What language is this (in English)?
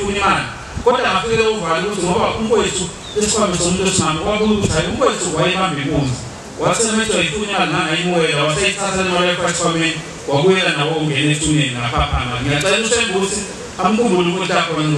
Zulu